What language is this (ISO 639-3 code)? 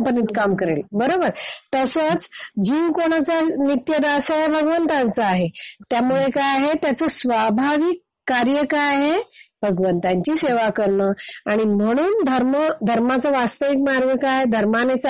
mar